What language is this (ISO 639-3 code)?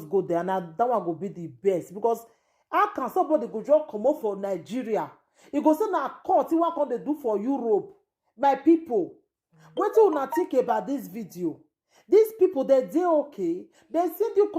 pcm